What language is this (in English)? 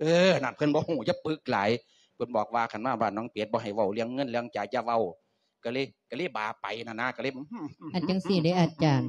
Lao